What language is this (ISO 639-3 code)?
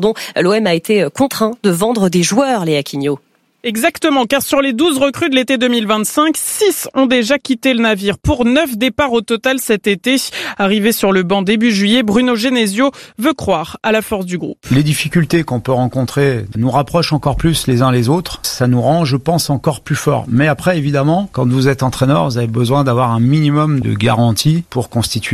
fra